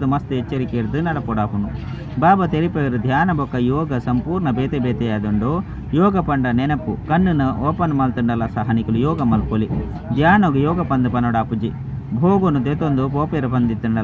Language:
Tulu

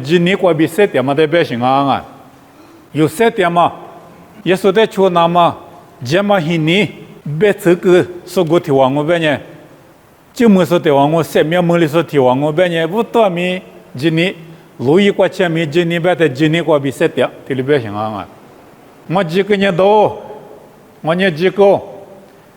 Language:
Lisu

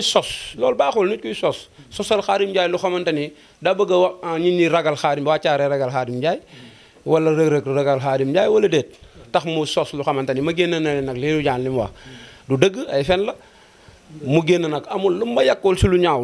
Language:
Wolof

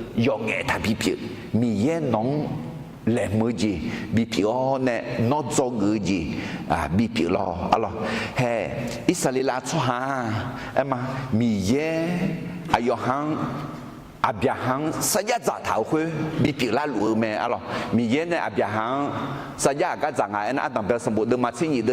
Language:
Akha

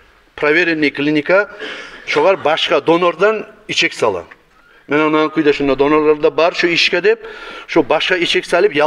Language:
Kumyk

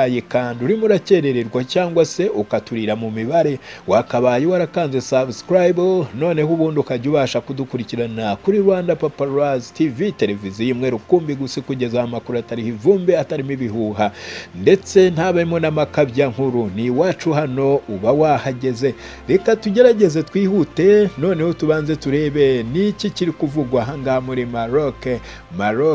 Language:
Kinyarwanda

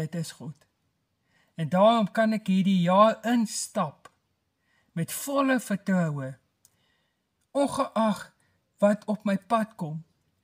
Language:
Afrikaans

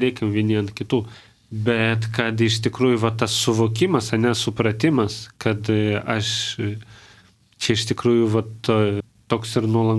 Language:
Lithuanian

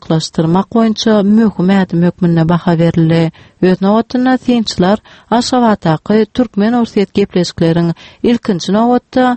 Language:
Turkmen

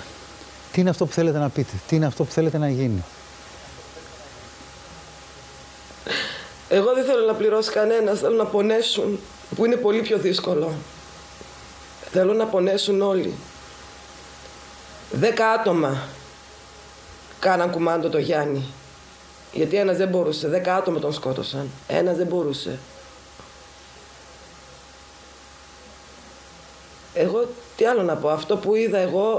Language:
Greek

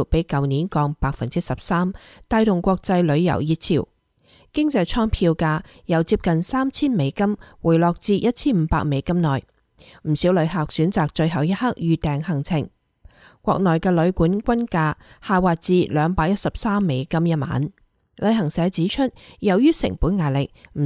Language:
Cantonese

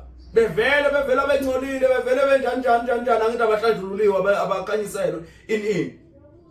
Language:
Zulu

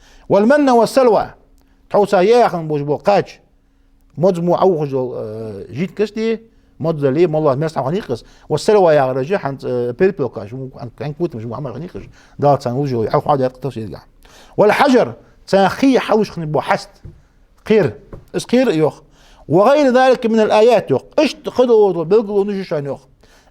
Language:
Ingush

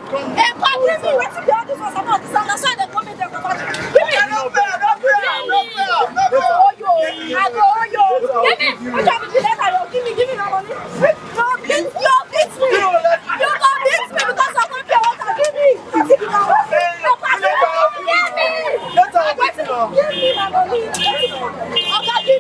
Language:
Nigerian Pidgin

